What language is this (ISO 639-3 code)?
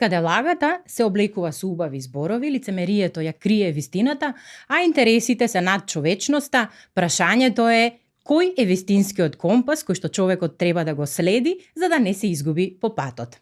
mkd